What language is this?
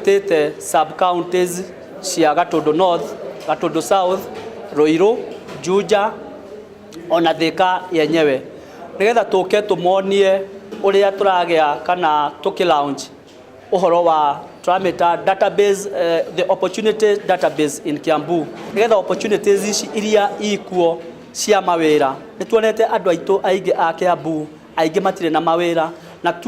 Kikuyu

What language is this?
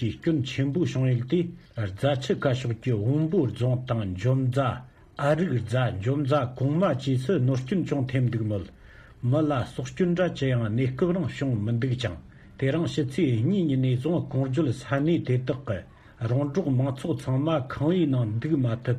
Tibetan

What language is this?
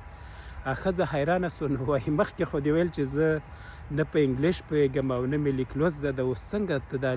Pashto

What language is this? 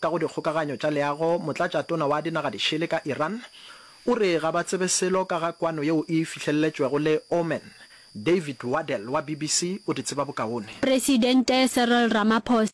Northern Sotho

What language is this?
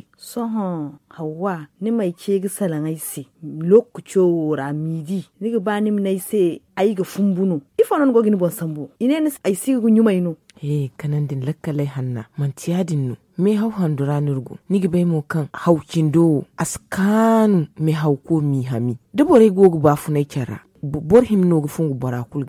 Zarma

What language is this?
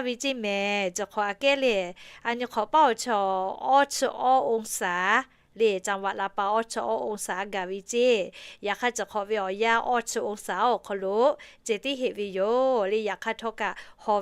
Lahu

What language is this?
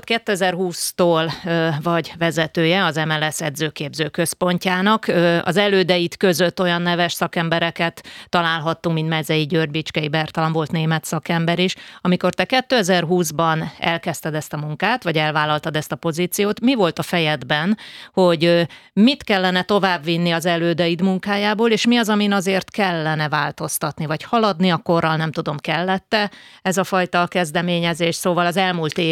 Hungarian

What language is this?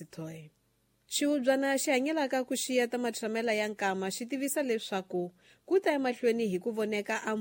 Tsonga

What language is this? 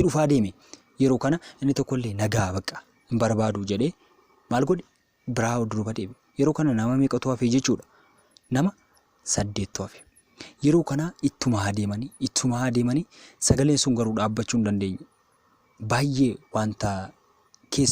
Oromo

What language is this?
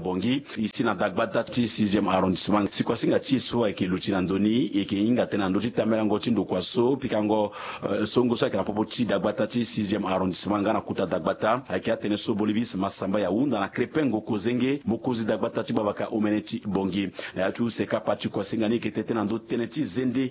Sango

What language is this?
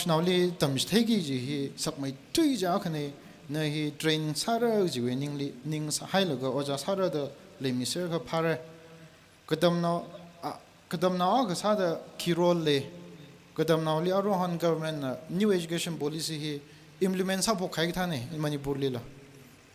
Tangkhul Naga (India)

